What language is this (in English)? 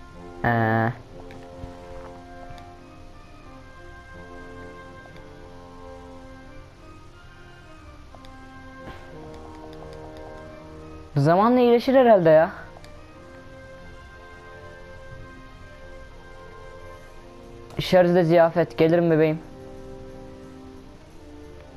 Turkish